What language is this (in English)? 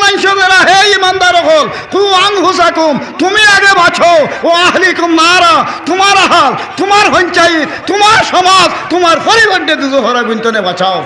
Sylheti